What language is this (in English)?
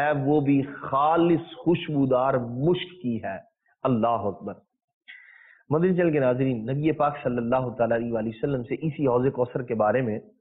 Urdu